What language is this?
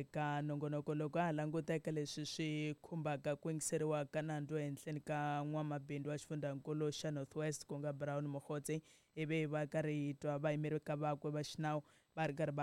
Tsonga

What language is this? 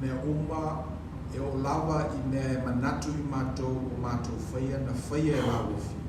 Samoan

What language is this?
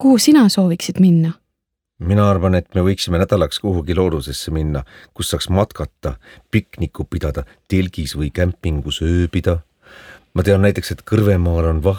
Estonian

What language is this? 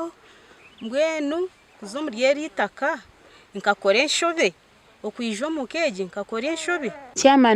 Nyankole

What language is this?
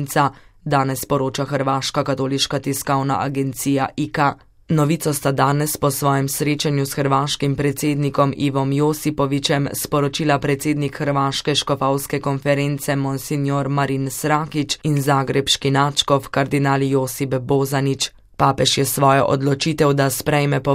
Slovenian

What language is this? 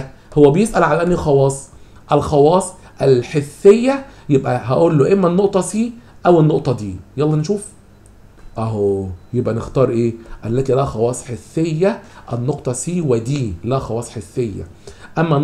Egyptian Arabic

